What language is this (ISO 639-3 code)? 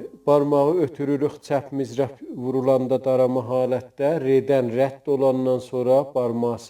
azb